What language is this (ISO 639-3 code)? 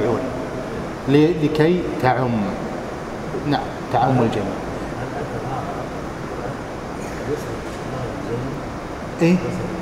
ara